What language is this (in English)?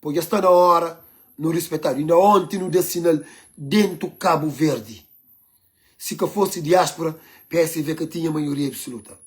Kabuverdianu